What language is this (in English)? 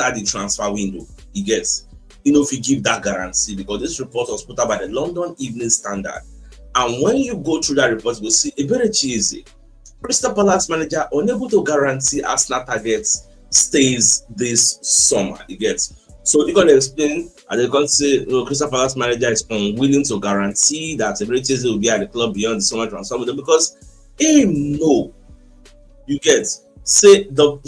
Nigerian Pidgin